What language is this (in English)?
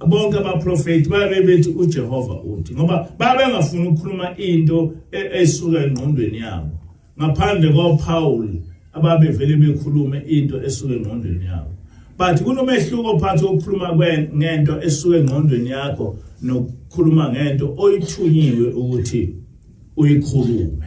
Zulu